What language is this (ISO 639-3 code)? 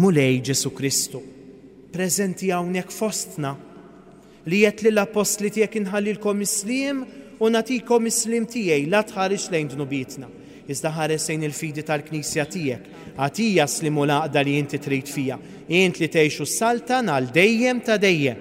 mlt